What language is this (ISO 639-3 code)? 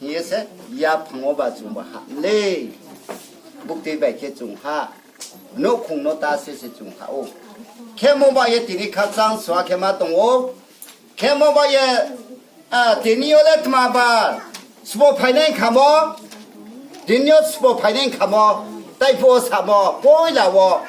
ria